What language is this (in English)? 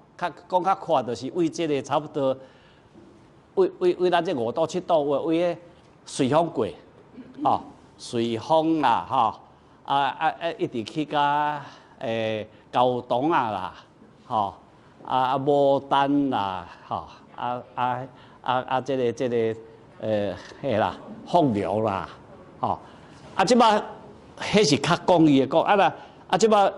Min Nan Chinese